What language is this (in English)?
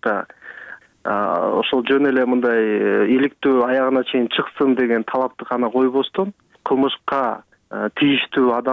Kyrgyz